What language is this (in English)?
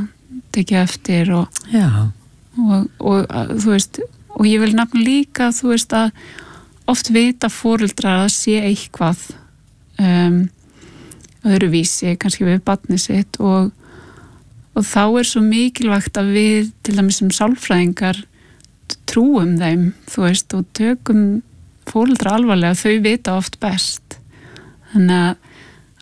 Icelandic